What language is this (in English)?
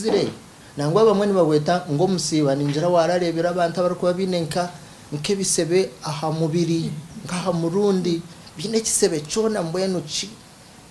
Nyankole